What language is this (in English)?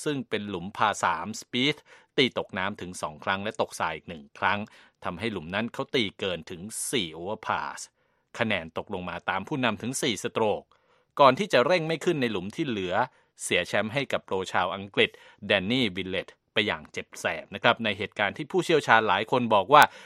Thai